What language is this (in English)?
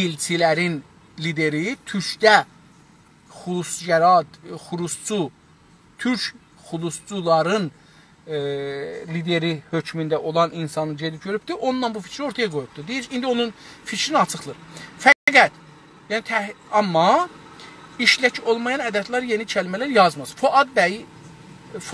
South Azerbaijani